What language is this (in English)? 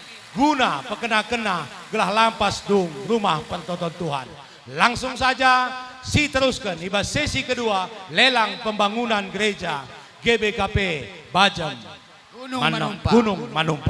Batak Karo